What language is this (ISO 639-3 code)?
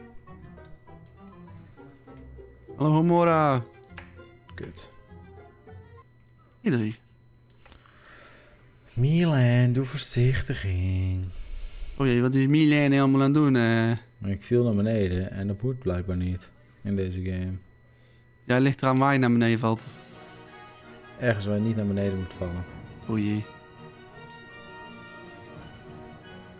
nld